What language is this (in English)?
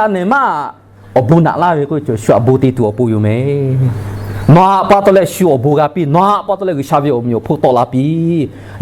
Lahu